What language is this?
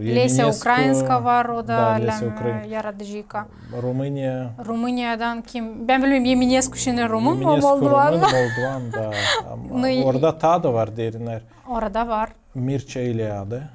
Gagauz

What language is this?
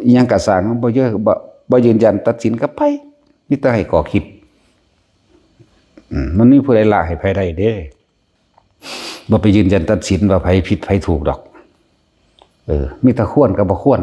Lao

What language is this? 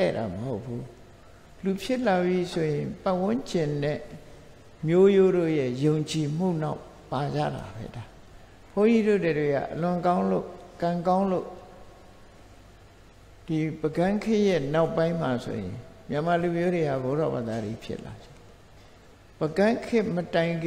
Burmese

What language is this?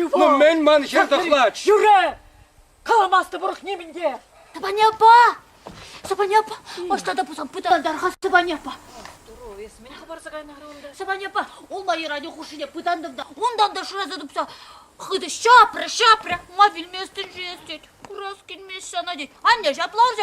Chuvash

